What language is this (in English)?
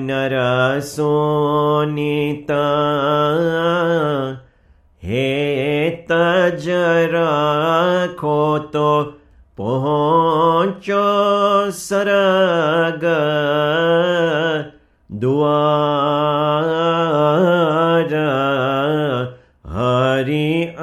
Gujarati